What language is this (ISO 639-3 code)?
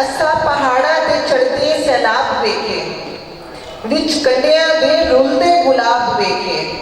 skr